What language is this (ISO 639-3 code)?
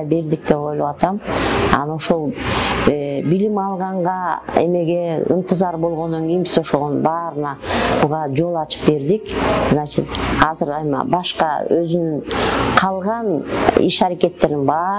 kir